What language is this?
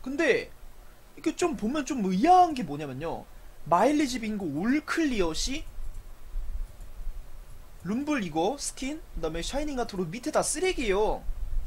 Korean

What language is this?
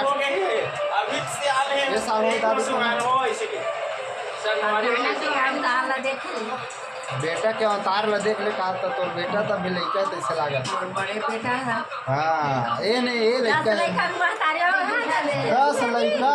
Chhattisgarhi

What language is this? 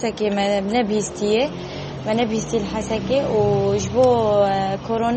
Kurdish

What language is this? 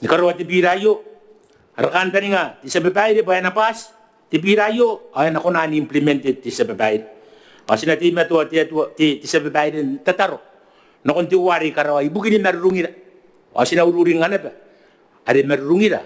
Gilbertese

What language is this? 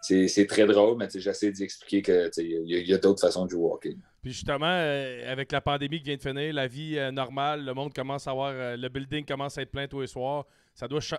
French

